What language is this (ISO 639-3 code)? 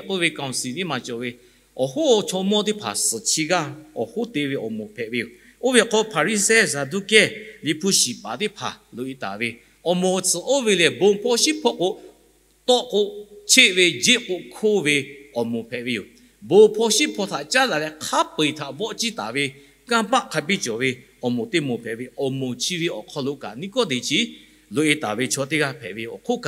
lhu